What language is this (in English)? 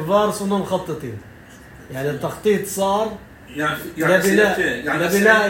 North Levantine Arabic